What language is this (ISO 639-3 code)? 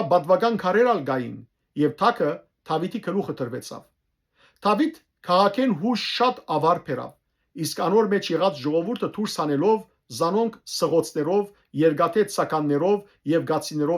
hyw